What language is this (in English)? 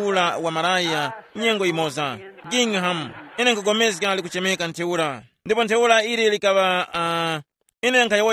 Tumbuka